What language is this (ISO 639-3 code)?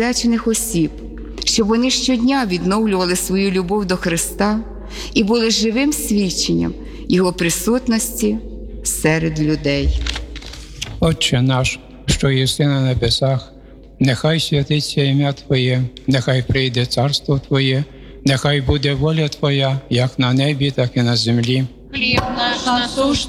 ukr